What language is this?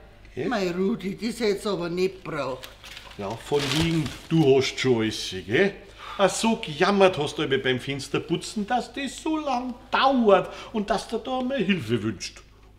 Bavarian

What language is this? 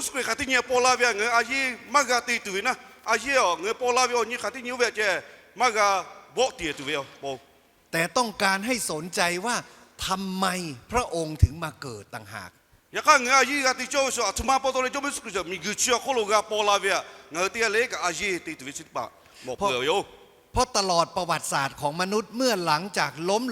Lahu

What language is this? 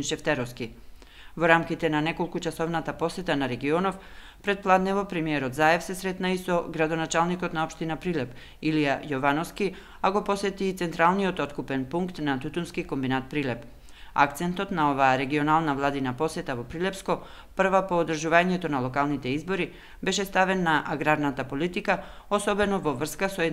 Macedonian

